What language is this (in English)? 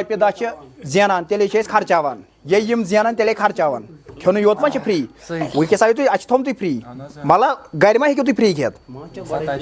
Kashmiri